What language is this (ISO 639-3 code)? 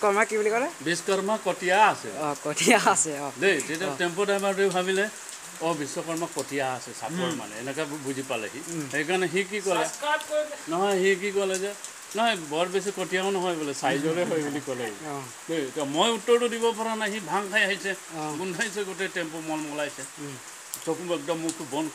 asm